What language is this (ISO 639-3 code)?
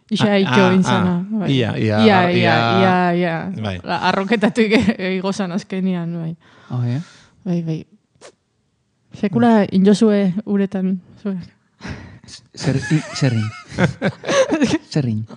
eus